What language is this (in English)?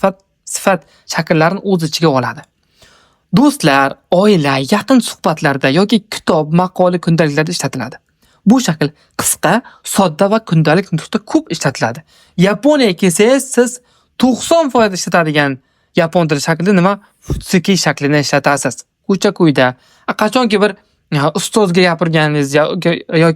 Uzbek